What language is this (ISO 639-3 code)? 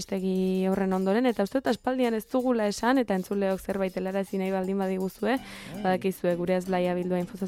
eus